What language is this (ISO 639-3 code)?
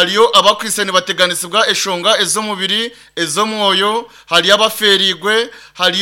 nyn